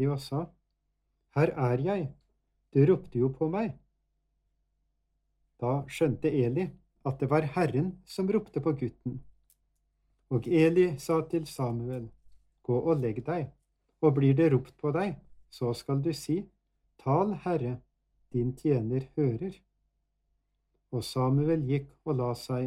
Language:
Norwegian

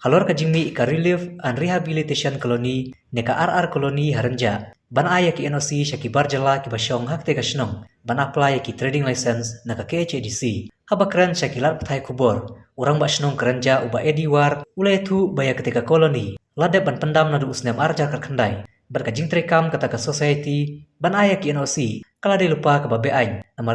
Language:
Khasi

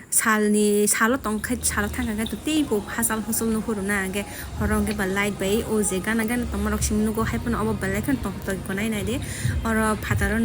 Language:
Kok Borok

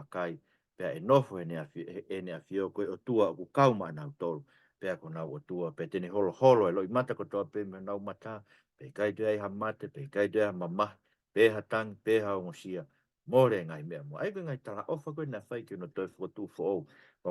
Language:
Tongan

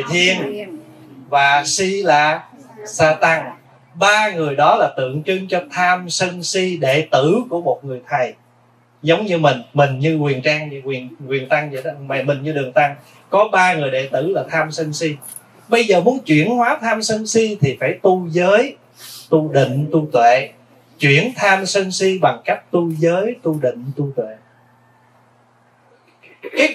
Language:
Vietnamese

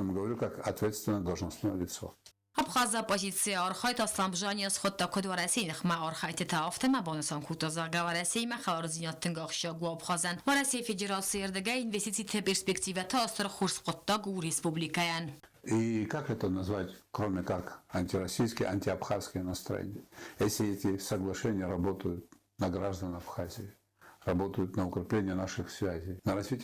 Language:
Ossetic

